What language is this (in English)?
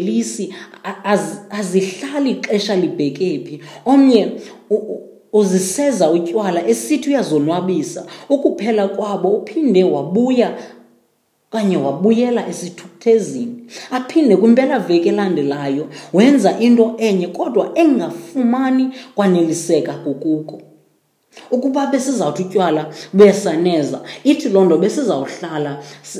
Xhosa